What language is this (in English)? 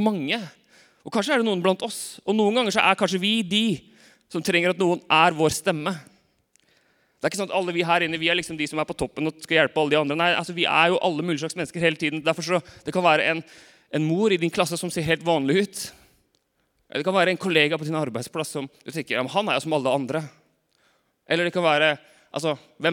Norwegian